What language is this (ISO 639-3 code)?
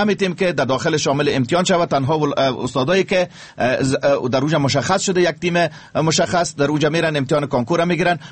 fas